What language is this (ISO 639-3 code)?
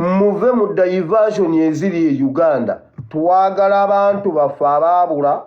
lug